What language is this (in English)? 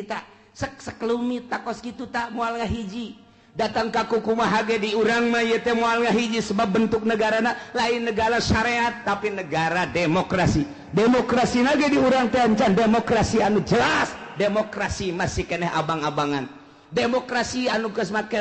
Sundanese